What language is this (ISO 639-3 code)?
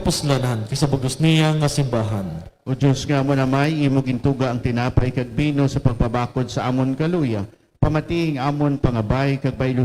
hil